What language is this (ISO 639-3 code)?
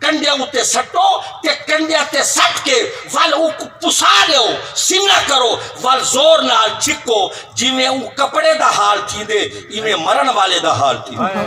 skr